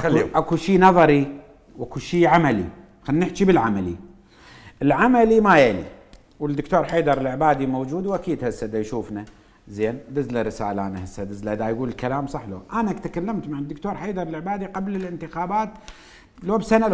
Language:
Mesopotamian Arabic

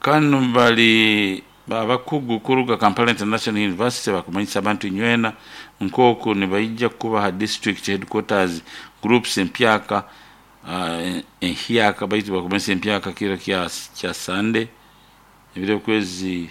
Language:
Nyoro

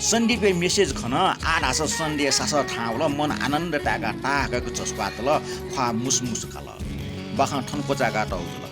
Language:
Newari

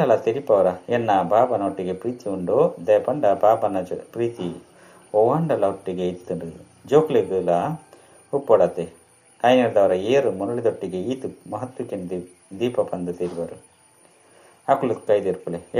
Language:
Tulu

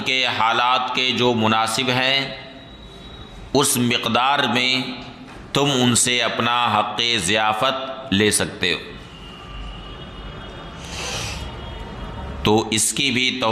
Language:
Urdu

